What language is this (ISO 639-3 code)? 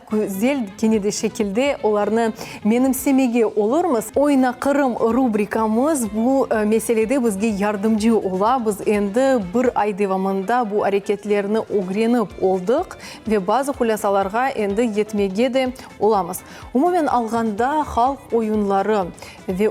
crh